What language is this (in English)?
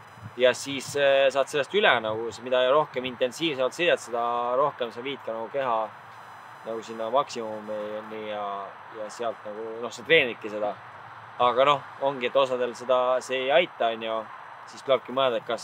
Estonian